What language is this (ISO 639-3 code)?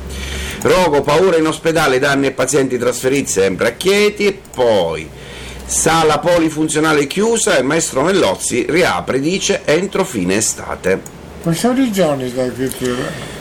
ita